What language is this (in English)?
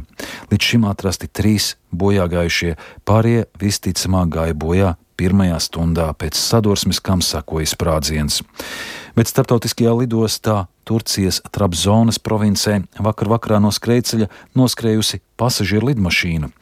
Latvian